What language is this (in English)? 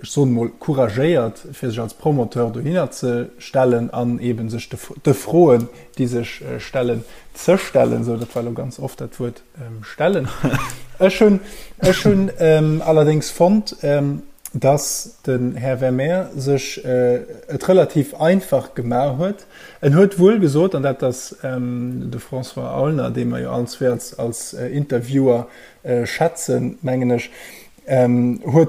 Luxembourgish